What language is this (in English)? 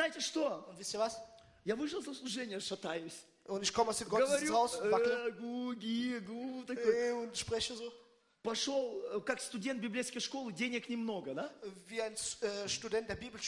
Russian